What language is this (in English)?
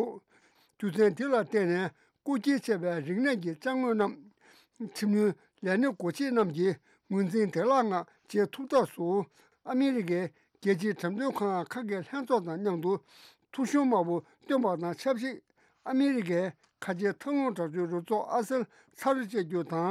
Tibetan